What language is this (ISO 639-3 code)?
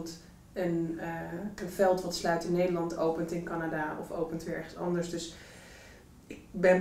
nld